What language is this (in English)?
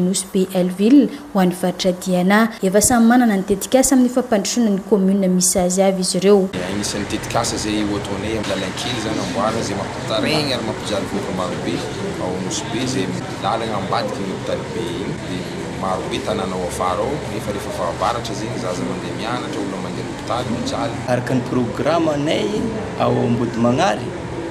Malagasy